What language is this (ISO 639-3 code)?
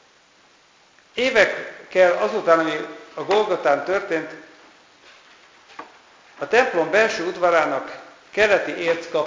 hun